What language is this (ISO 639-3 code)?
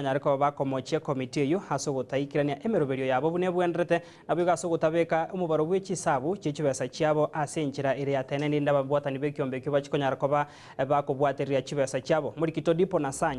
guz